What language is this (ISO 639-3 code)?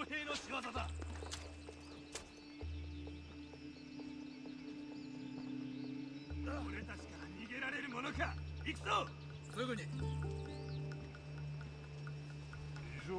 jpn